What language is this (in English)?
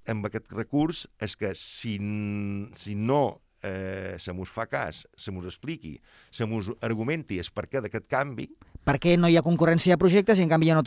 Catalan